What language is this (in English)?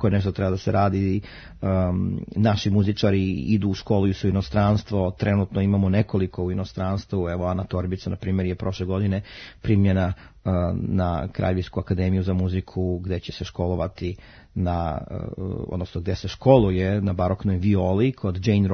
Serbian